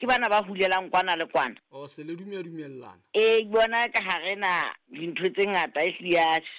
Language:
Southern Sotho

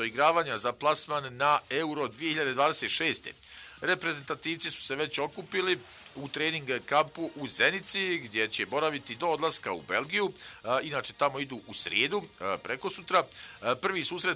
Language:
Bosnian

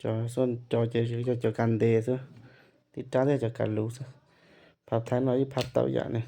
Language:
Hmong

